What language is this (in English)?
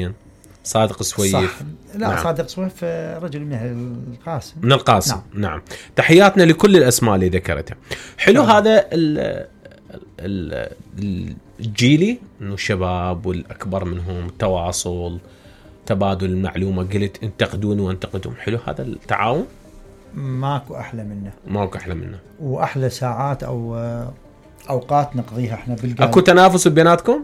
Mesopotamian Arabic